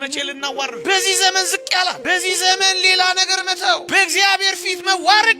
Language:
Amharic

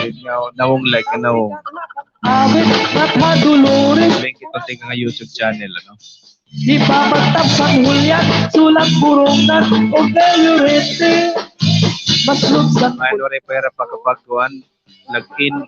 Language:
Waray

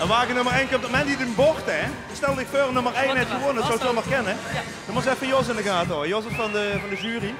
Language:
Limburgish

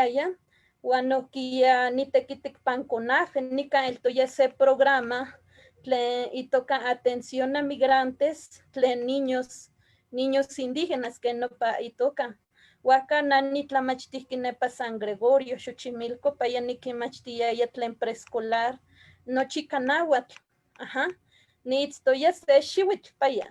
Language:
Eastern Huasteca Nahuatl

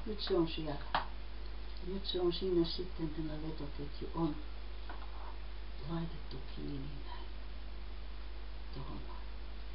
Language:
Finnish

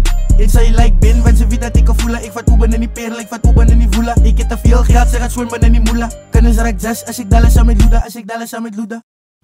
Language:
Afrikaans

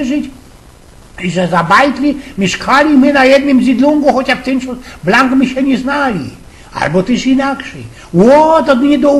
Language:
Silesian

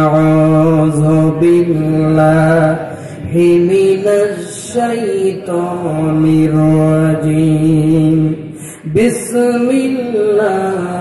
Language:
Bangla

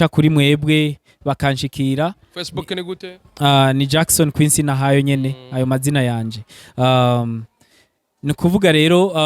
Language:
Rundi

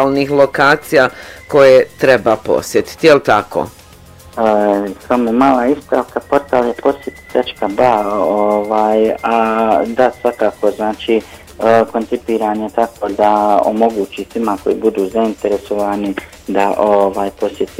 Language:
Bosnian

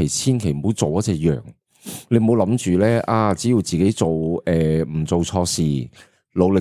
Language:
Cantonese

